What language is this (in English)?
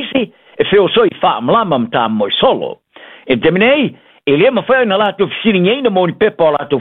Samoan